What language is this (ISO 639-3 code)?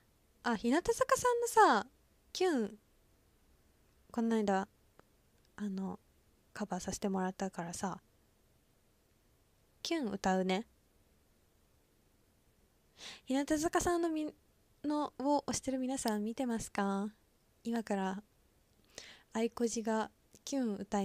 jpn